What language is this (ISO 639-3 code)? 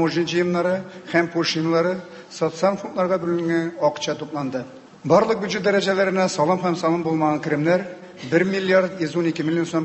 tat